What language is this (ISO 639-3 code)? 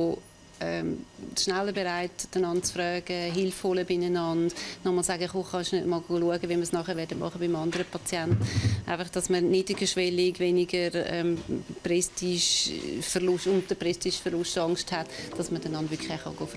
gsw